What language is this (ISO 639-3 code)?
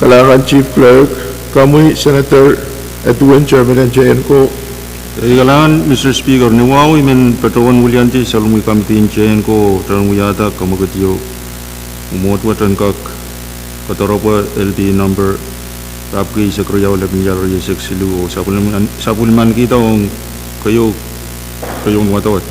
pon